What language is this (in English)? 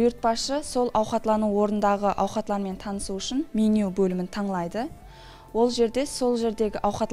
Kara-Kalpak